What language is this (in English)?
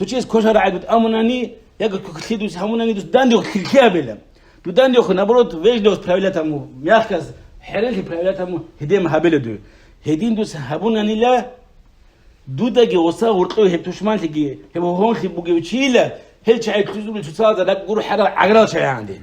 Avaric